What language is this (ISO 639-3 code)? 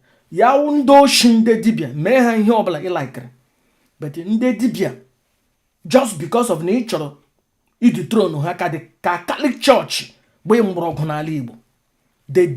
ibo